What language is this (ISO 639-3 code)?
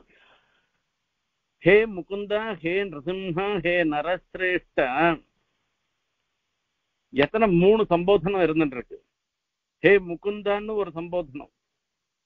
tam